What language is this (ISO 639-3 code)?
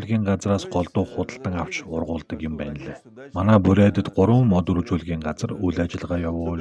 mon